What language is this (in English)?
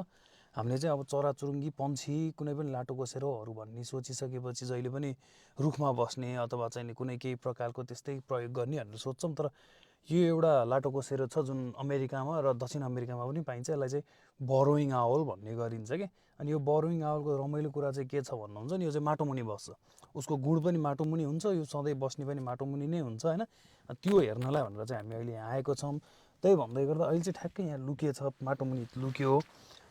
Nepali